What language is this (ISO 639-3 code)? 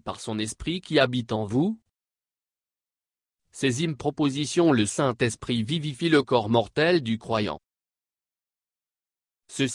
fra